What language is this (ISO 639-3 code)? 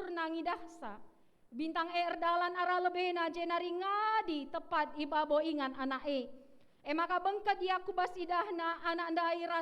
btx